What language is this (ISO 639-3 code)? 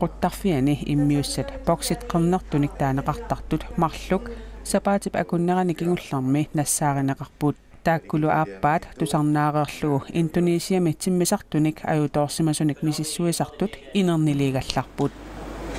kal